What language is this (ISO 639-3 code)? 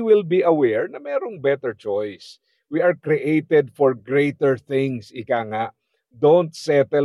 fil